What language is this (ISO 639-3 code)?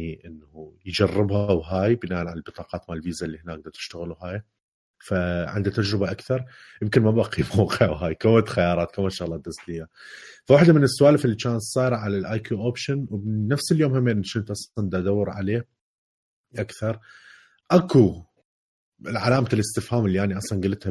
acm